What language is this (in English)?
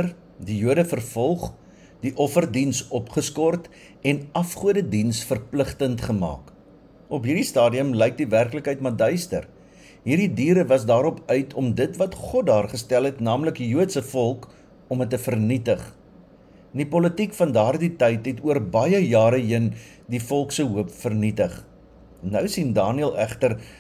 Afrikaans